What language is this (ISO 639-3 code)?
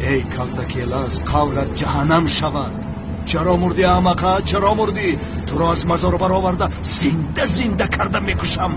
tgk